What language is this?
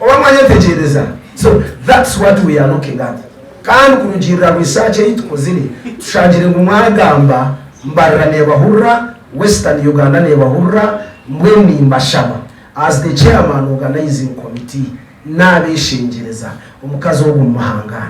Nyankole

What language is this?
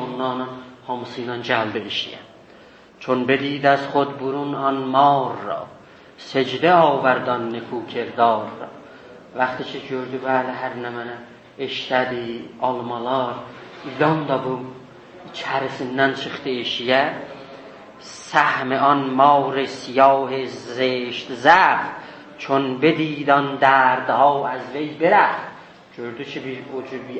South Azerbaijani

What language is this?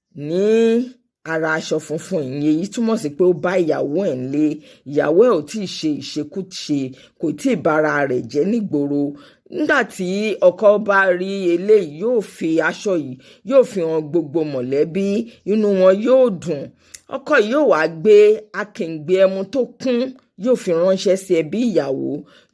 Yoruba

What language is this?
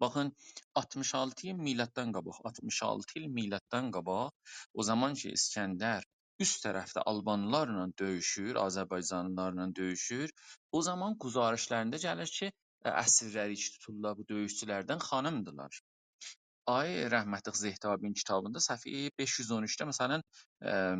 South Azerbaijani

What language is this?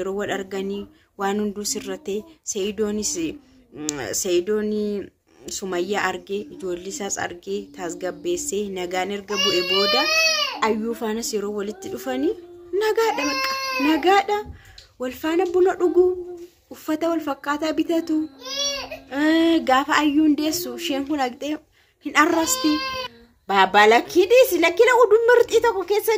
Oromo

